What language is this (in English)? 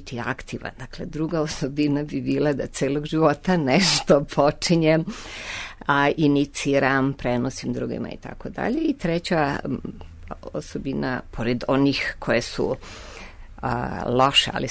Serbian